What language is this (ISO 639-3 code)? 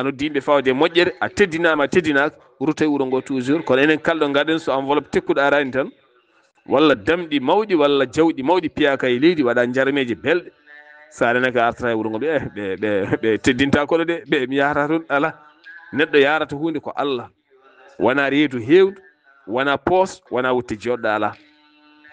ful